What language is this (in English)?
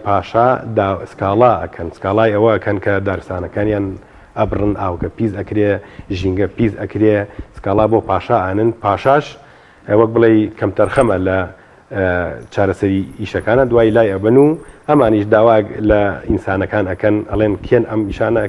Central Kurdish